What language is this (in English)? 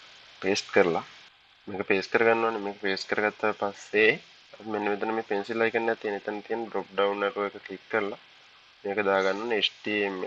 Sinhala